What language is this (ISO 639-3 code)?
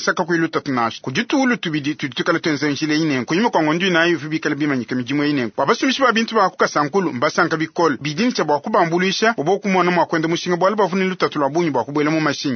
lua